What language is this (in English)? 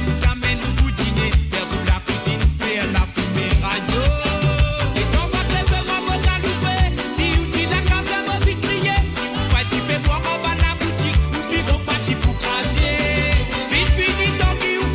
Morisyen